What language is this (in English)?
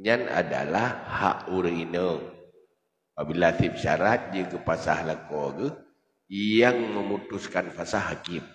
Achinese